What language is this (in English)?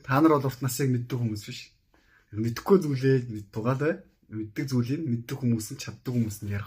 Mongolian